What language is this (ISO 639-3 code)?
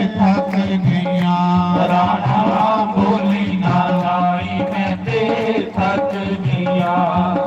doi